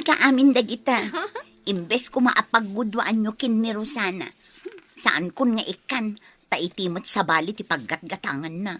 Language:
Iloko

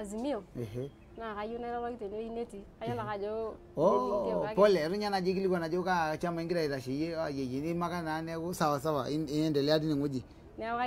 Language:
Masai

